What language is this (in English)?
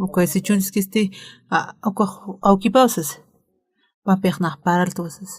Aymara